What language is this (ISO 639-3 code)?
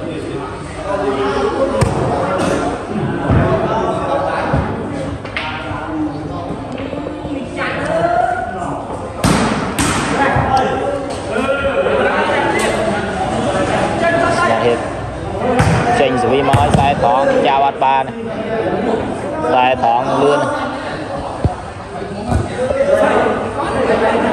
vie